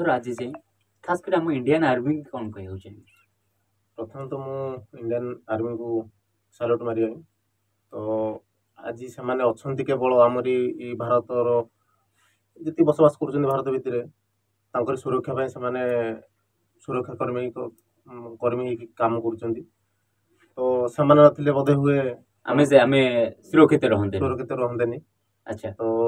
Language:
Odia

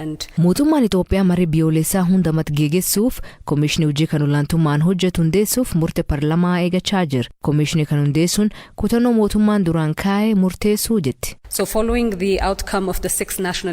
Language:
Oromo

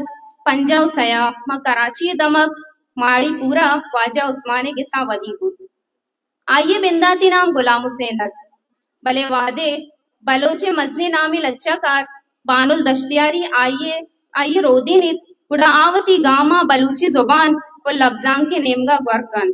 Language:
Baluchi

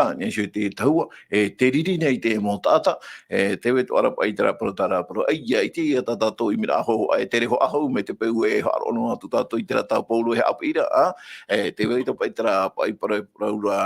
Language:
Tahitian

